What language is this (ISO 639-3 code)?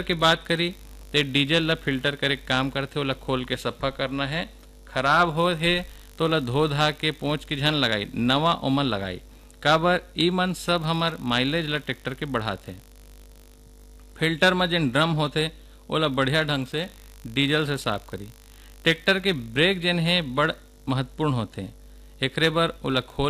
hne